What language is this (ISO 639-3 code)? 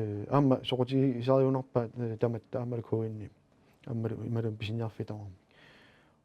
kal